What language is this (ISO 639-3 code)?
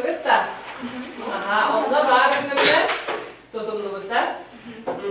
sah